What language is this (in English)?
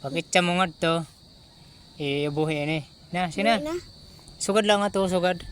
Waray